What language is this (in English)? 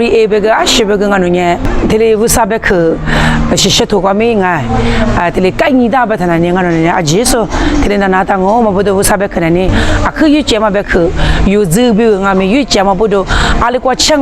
Lisu